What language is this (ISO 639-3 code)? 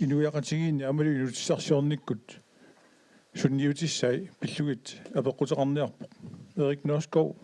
kal